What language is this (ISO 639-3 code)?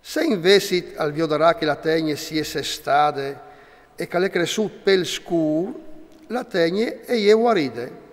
fur